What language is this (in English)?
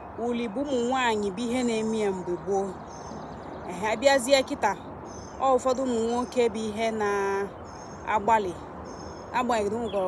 Igbo